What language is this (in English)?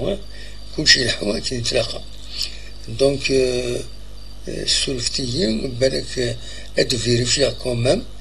Kabyle